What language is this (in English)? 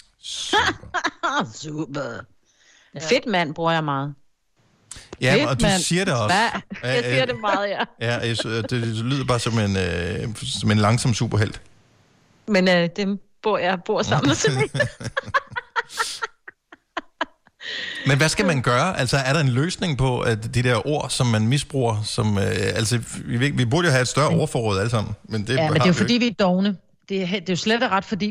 Danish